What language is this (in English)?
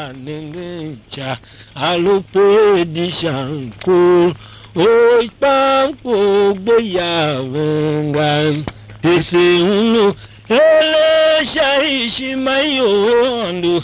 Tiv